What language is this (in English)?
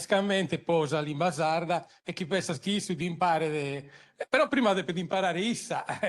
Sardinian